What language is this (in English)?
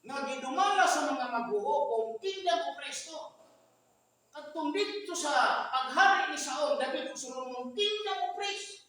Cebuano